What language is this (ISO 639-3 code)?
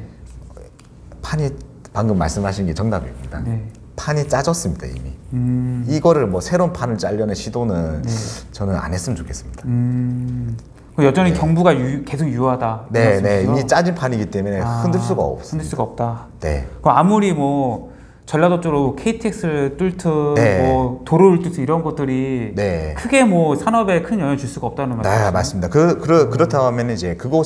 kor